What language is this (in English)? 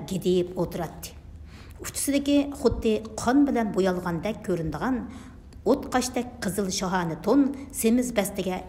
Uyghur